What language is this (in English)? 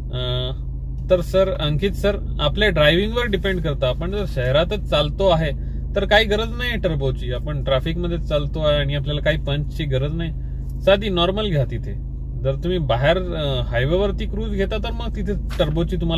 Marathi